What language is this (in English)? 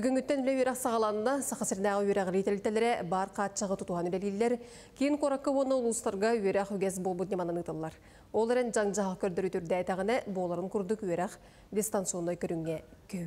Yakut